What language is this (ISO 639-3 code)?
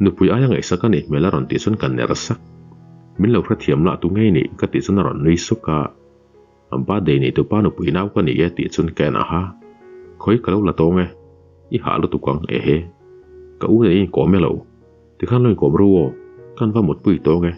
lus